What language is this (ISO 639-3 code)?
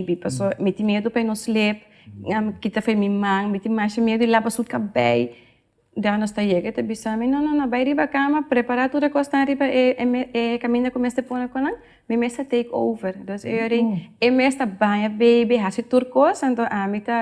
pap